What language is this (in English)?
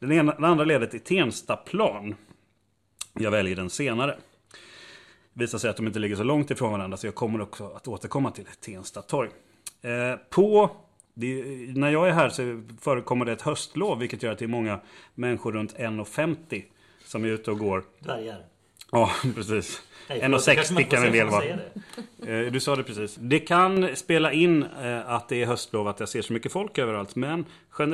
Swedish